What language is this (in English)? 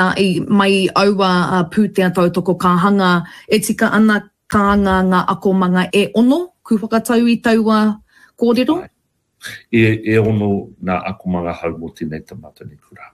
Māori